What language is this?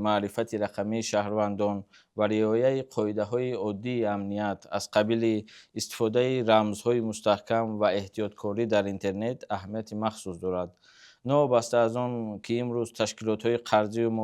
Tajik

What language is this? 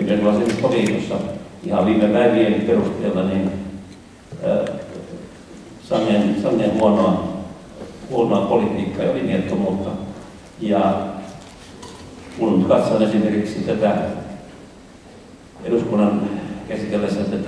Finnish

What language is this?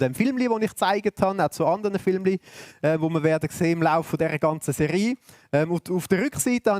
Swiss German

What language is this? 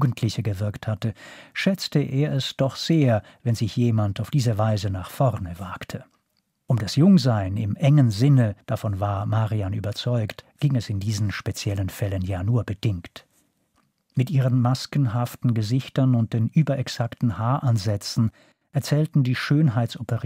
Swiss German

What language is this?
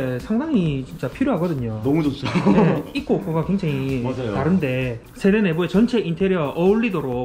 Korean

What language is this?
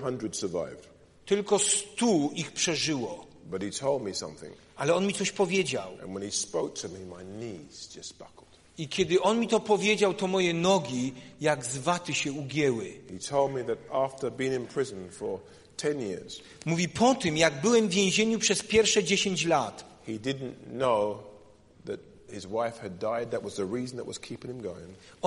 Polish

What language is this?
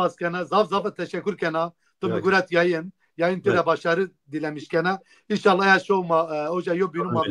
Zaza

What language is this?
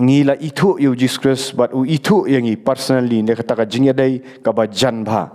Khasi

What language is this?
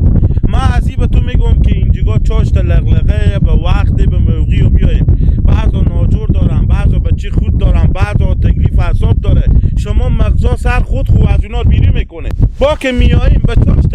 Hazaragi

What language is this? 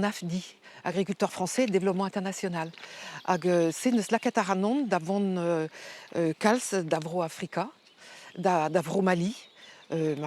Breton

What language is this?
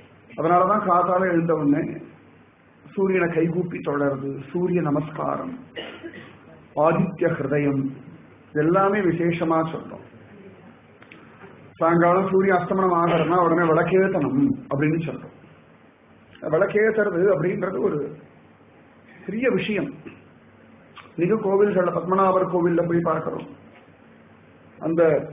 Tamil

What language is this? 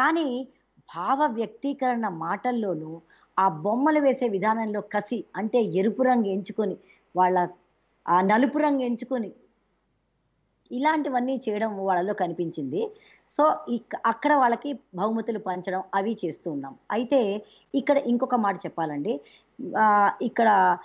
Telugu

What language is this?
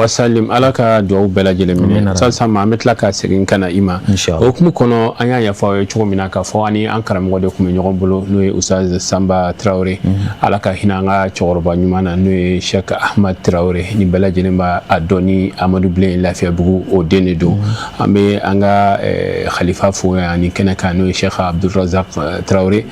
Bambara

